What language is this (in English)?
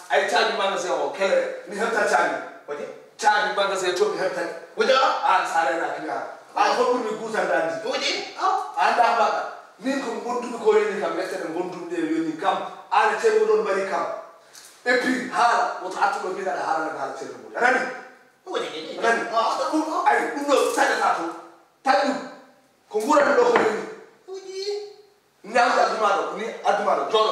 Fula